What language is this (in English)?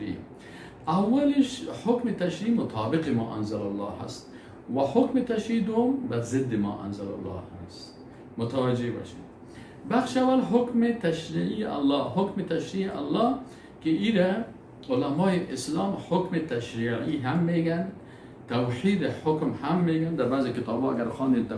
Persian